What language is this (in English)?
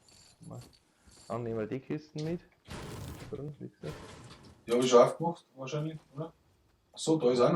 Bavarian